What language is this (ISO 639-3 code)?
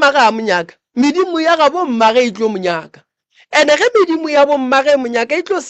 nso